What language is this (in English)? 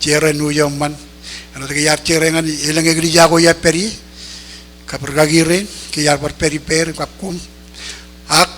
Marshallese